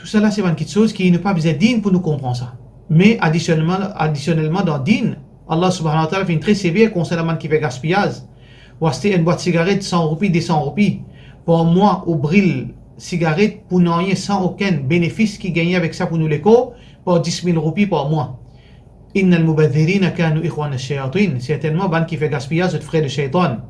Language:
Morisyen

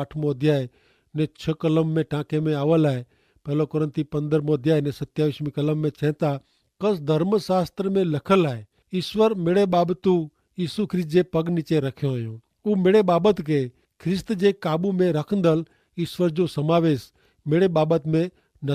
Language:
Kachhi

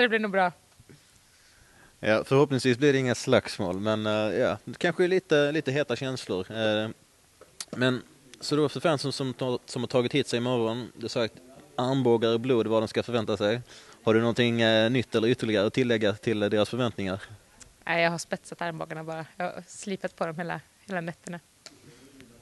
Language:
Swedish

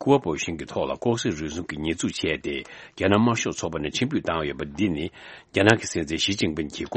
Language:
Tibetan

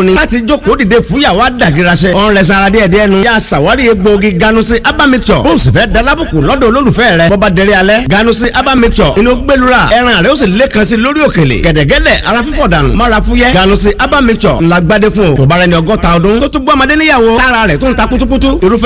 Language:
Yoruba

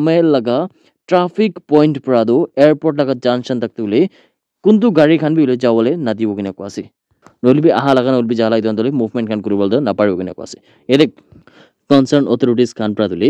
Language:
Naga Pidgin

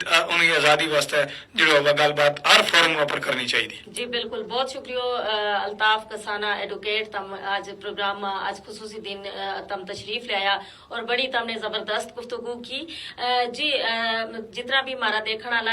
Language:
Gujari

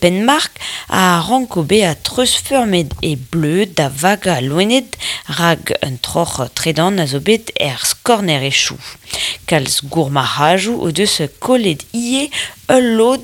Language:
Breton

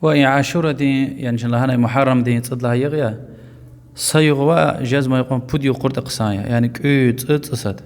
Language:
Lezghian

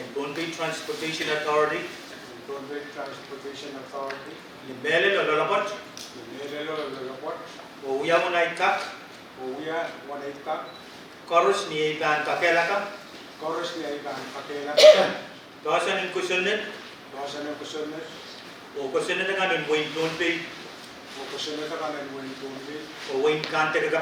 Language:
Pohnpeian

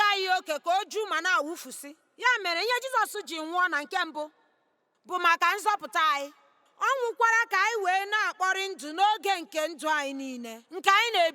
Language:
Igbo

